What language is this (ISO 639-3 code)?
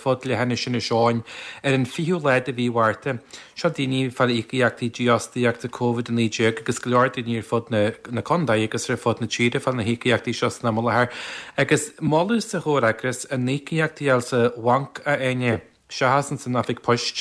gle